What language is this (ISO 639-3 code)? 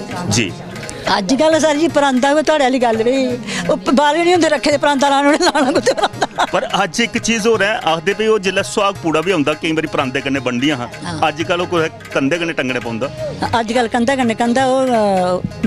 doi